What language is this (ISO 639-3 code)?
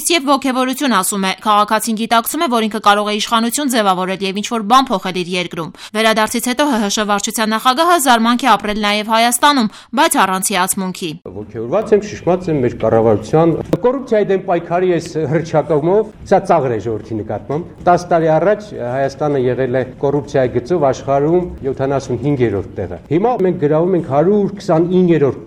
hye